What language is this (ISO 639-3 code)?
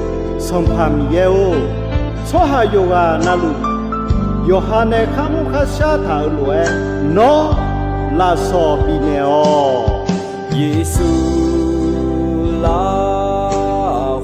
ahk